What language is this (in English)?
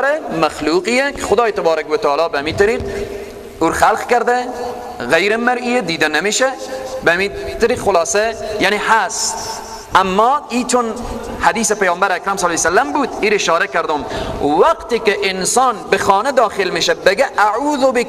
Persian